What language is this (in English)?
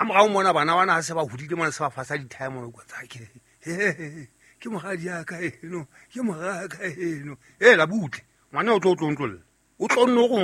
Southern Sotho